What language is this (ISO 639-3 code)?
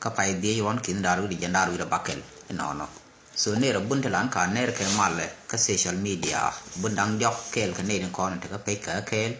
nus